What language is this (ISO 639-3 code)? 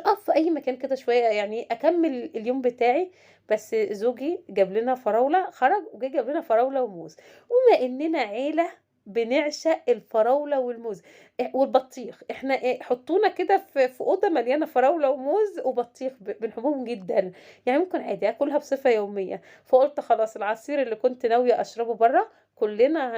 arz